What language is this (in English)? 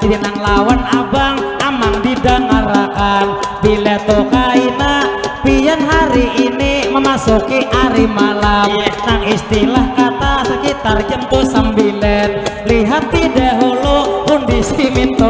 Banjar